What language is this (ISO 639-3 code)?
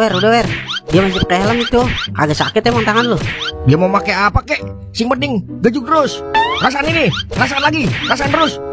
bew